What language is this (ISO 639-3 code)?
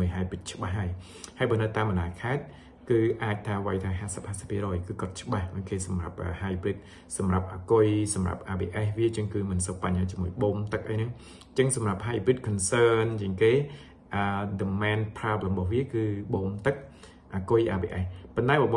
khm